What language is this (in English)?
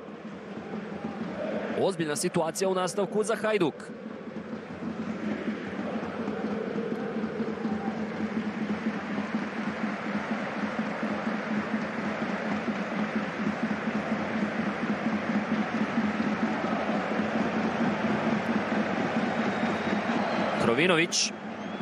Croatian